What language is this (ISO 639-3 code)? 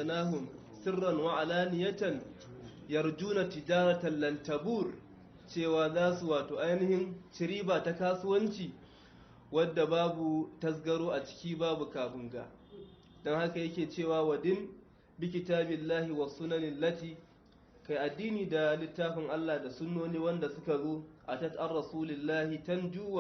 hau